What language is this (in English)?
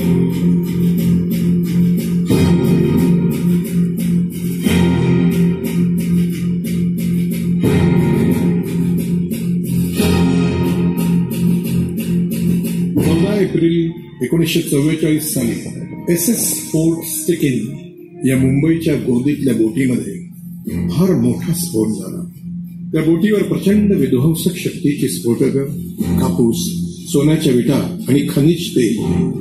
Marathi